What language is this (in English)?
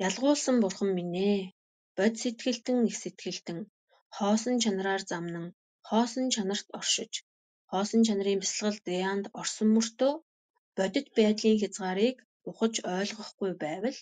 Mongolian